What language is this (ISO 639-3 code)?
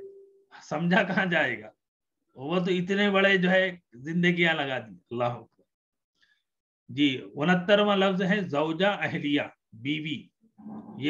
urd